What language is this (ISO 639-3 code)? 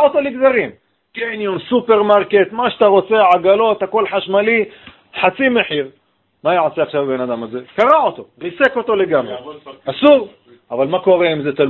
heb